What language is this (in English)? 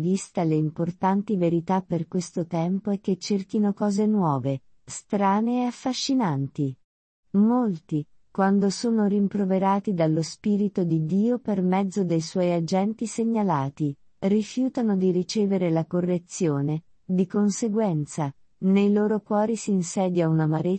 Italian